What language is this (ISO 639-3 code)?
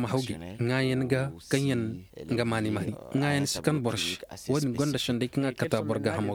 dje